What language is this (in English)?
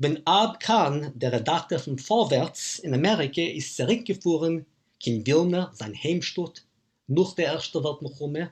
Yiddish